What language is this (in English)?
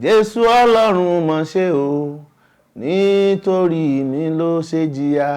Yoruba